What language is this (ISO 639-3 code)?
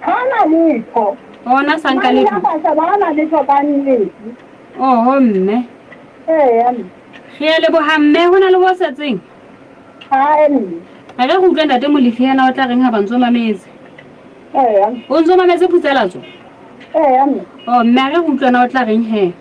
sot